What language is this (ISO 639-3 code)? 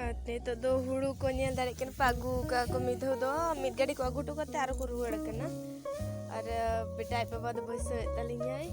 sat